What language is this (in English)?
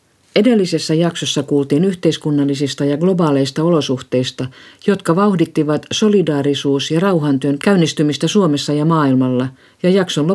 Finnish